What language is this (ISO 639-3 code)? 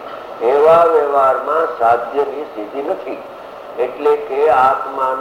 guj